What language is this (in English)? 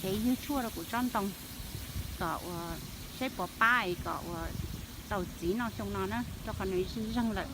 Hmong